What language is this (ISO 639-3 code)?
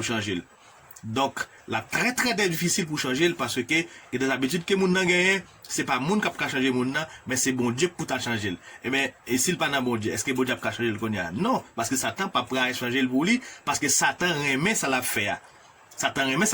hat